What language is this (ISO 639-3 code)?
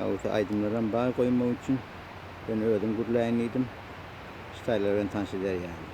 tuk